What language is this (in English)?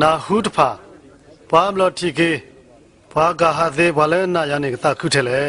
S'gaw Karen